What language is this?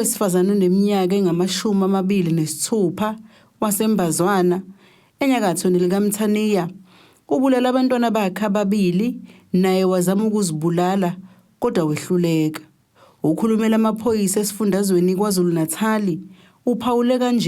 Zulu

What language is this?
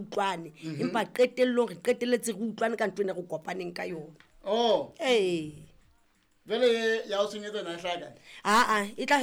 Southern Sotho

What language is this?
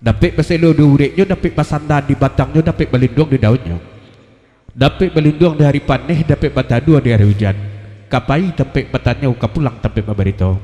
Minangkabau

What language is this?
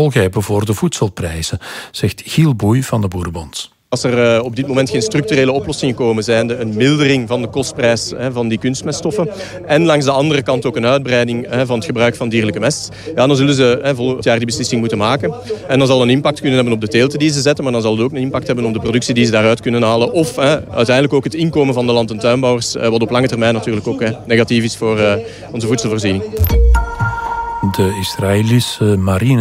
Dutch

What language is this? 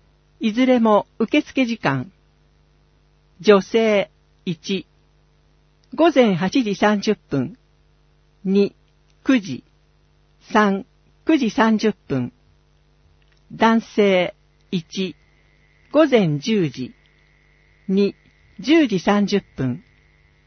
Japanese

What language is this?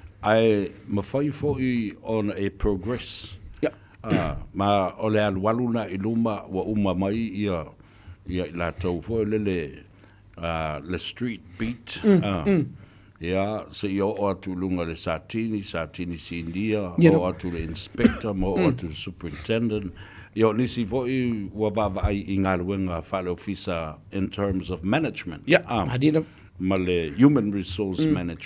Samoan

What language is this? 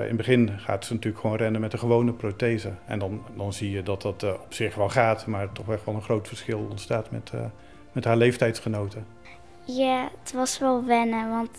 Dutch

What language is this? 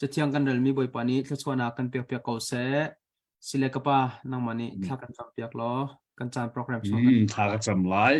Hakha Chin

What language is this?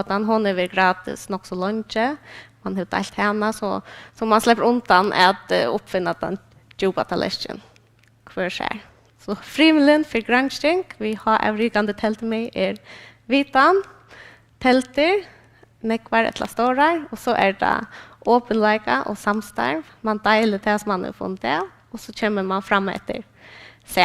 Faroese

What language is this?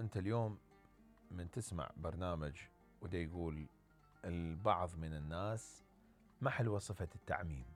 Mesopotamian Arabic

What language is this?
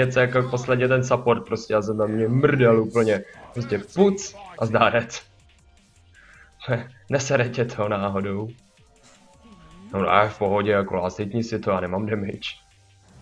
Czech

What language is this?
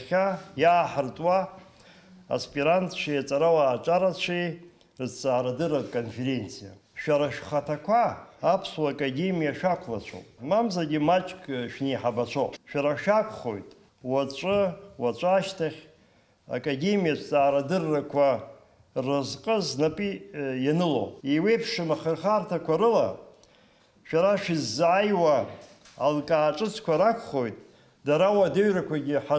Abkhazian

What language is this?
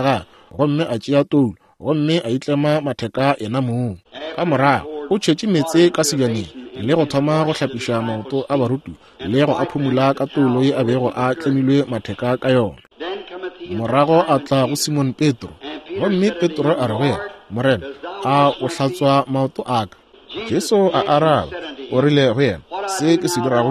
Northern Sotho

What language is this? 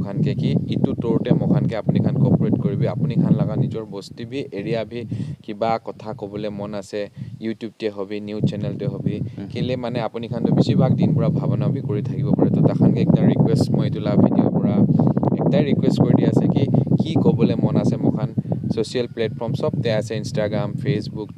Naga Pidgin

